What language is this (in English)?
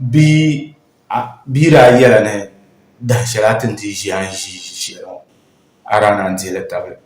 Dagbani